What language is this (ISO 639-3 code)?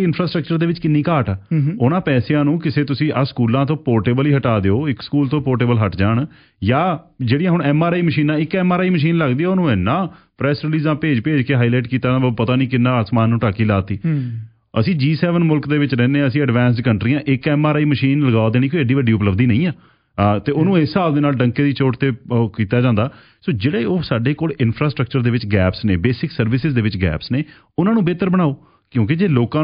pan